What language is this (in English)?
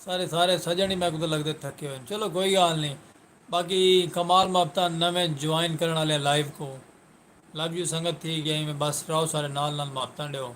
Saraiki